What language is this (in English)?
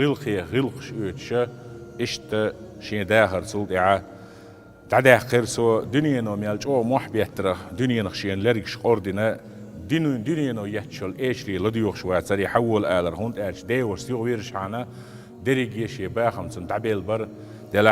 Chechen